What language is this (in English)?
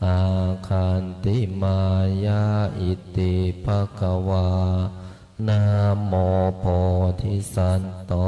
Pali